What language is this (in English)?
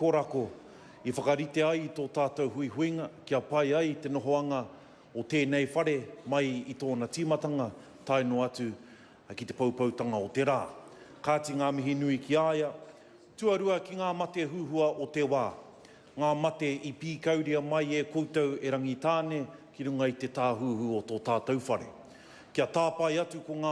Māori